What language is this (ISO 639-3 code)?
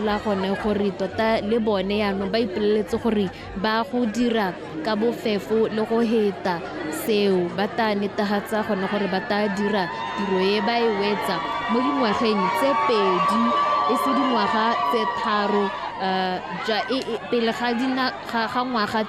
tsn